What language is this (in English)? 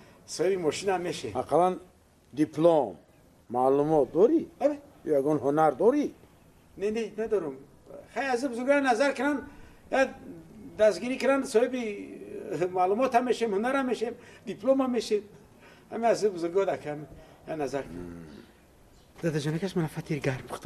Tajik